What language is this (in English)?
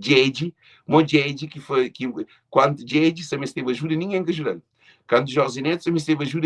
Kabuverdianu